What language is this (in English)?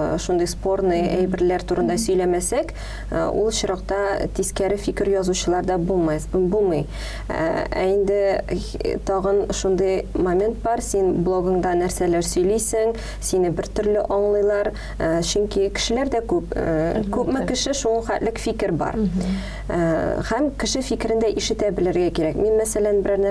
Tatar